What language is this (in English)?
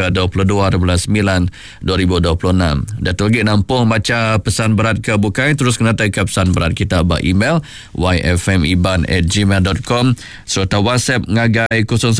Iban